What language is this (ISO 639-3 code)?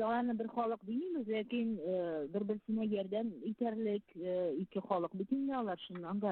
bak